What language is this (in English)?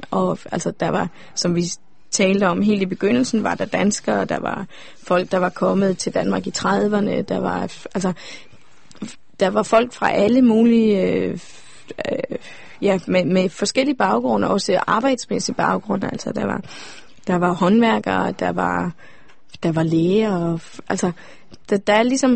Danish